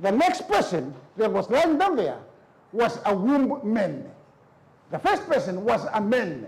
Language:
Fijian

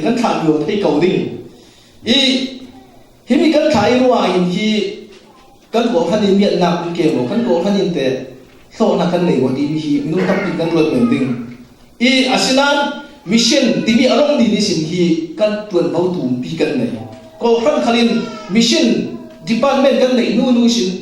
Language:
Falam Chin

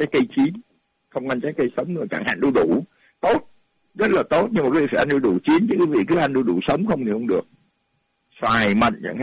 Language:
Vietnamese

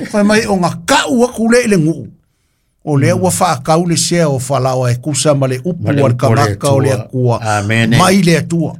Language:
Samoan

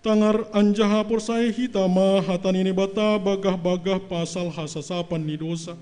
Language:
Batak Simalungun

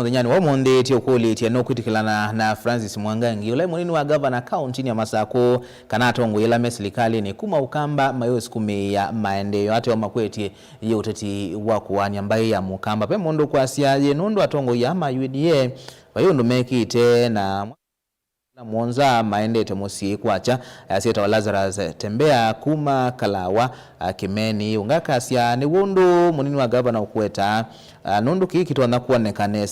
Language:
Kamba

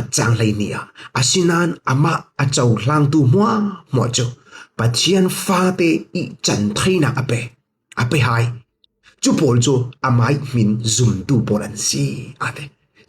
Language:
Falam Chin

